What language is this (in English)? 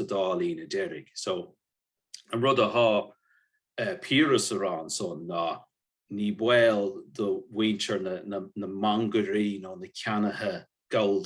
Irish